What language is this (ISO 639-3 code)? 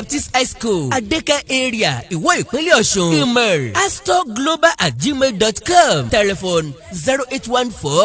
yor